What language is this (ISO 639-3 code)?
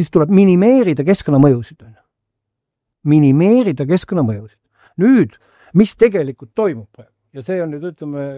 est